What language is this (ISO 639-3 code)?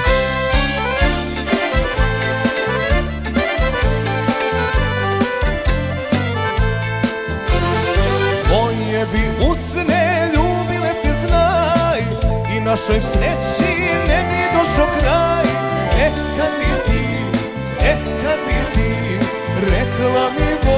hrv